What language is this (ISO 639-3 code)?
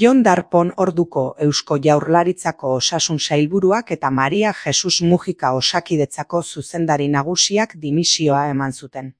eus